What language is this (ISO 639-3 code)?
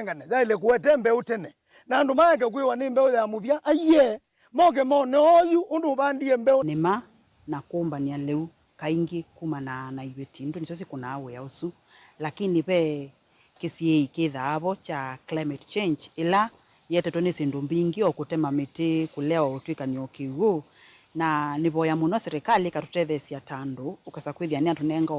kam